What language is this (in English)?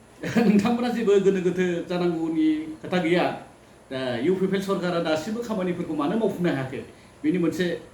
Bodo